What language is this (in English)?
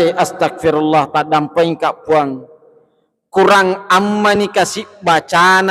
Buginese